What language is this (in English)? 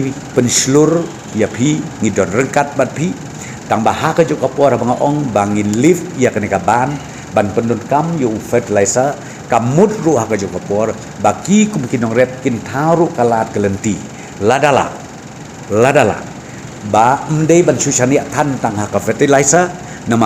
Khasi